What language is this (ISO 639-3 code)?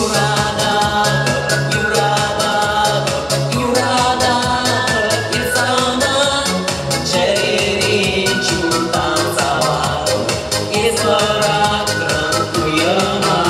chv